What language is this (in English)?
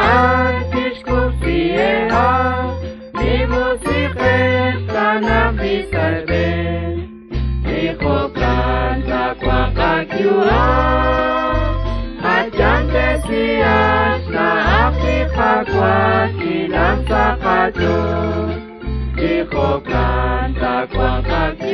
Kekchí